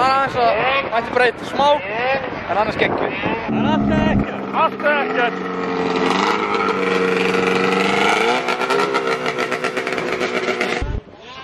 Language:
Icelandic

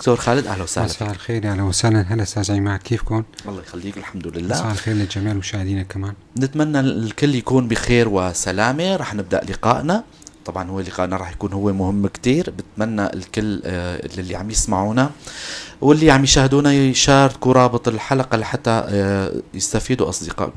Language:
North Levantine Arabic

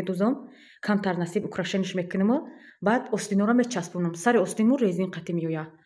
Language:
Tajik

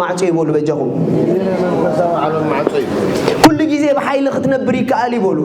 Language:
Tigrinya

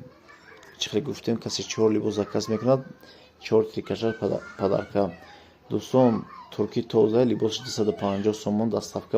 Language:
Tajik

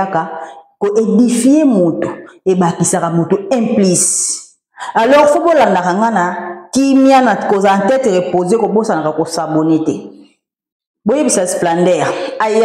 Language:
Lingala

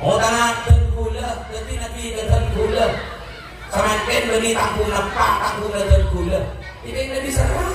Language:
Madurese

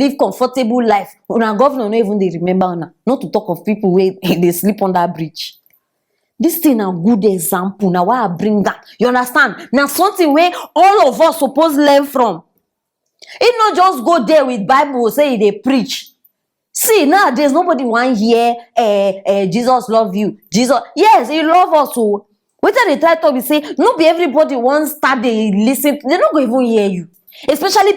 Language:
Nigerian Pidgin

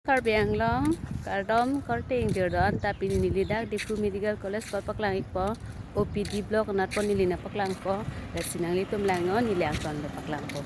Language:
Karbi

